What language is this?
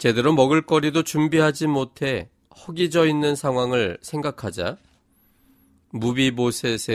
Korean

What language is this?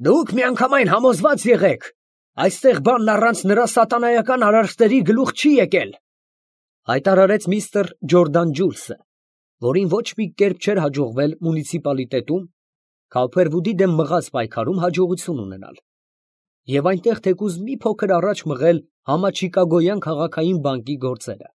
Armenian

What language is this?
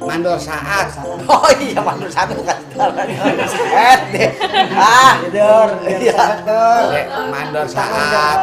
Betawi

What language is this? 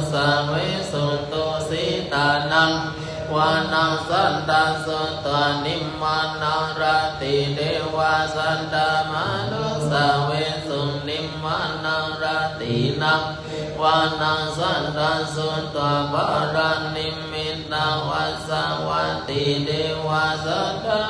Pali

